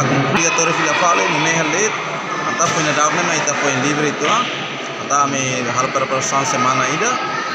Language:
Tetum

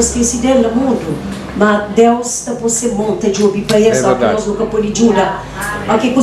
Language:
Kabuverdianu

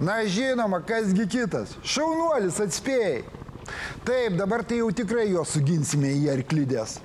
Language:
Lithuanian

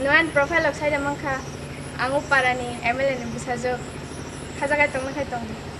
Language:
Kok Borok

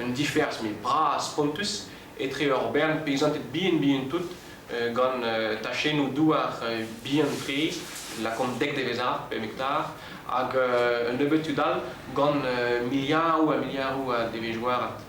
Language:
Breton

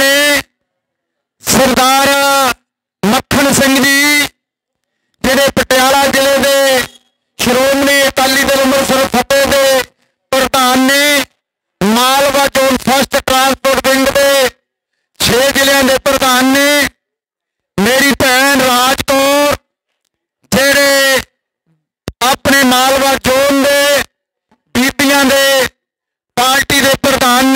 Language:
Punjabi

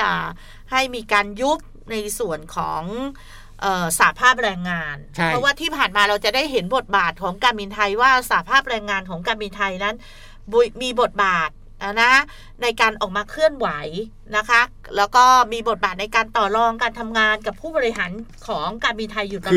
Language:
Thai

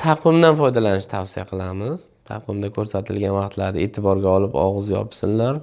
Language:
Uzbek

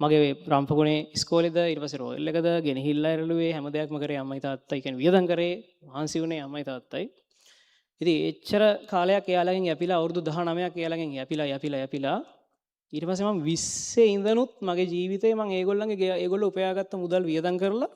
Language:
Sinhala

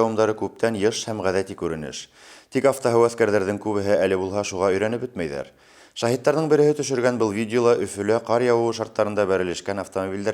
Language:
Bashkir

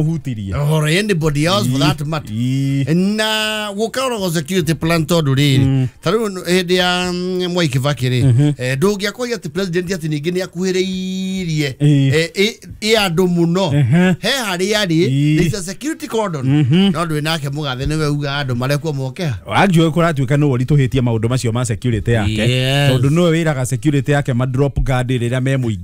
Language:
Kikuyu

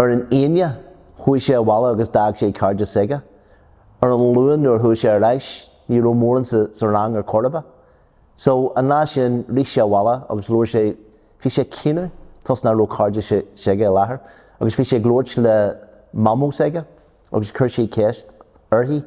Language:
Irish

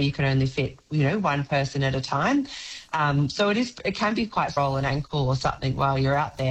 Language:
English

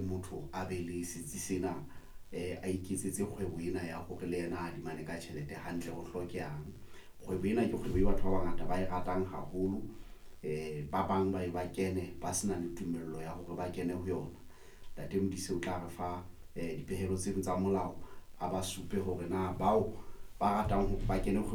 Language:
Southern Sotho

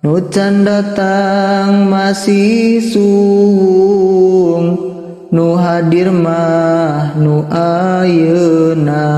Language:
Sundanese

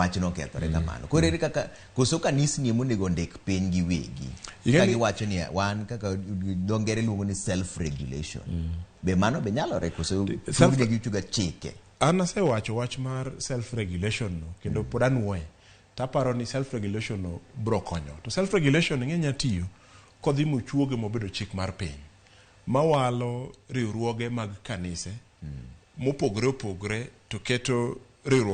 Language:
Luo (Kenya and Tanzania)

